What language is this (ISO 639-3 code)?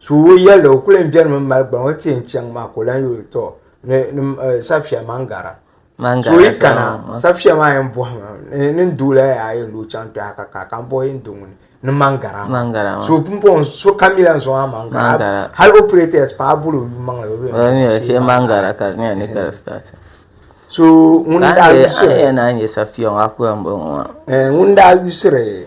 dag